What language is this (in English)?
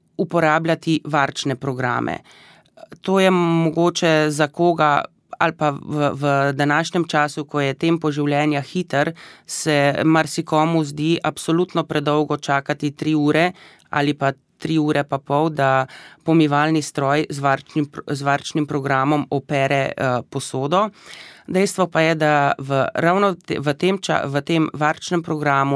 Slovenian